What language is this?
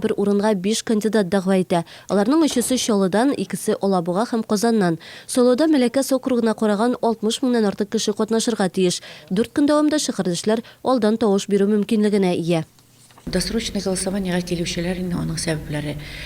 Tatar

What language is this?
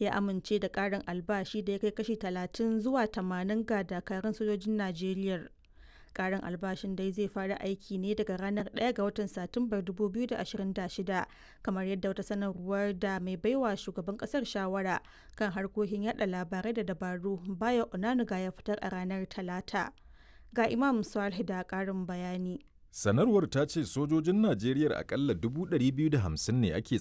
Hausa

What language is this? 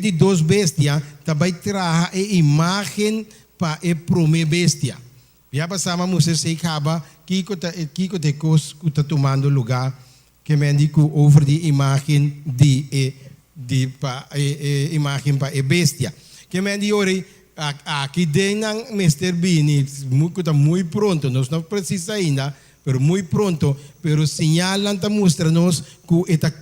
Papiamento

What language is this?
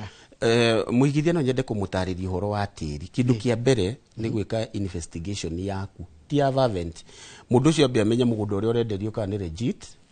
Kikuyu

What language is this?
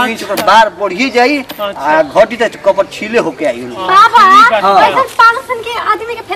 Bhojpuri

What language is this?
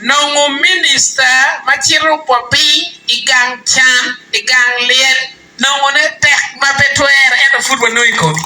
Acoli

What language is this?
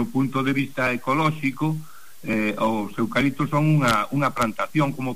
Galician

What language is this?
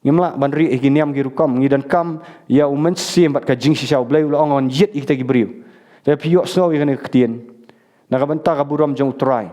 Khasi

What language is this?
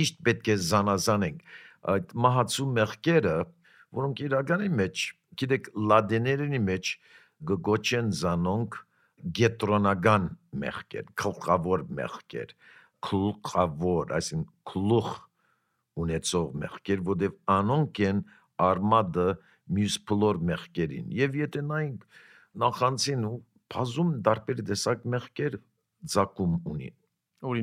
Armenian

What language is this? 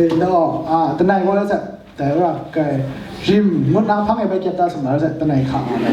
Kachin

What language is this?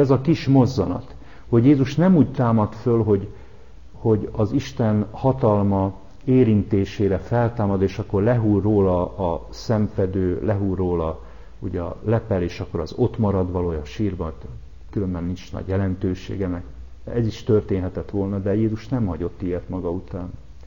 Hungarian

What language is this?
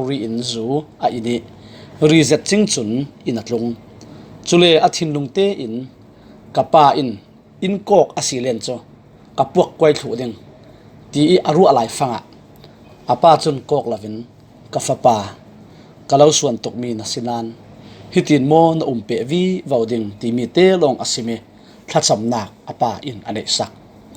Falam Chin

